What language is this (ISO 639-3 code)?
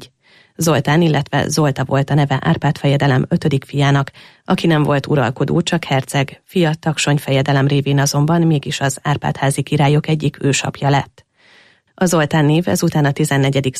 hun